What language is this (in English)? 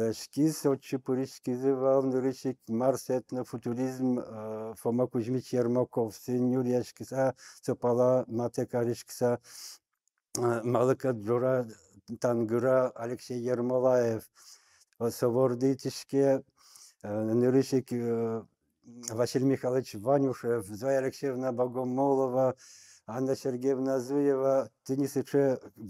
Udmurt